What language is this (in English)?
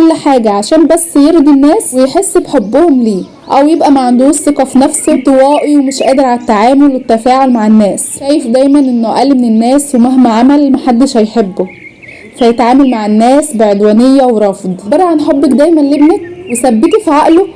Egyptian Arabic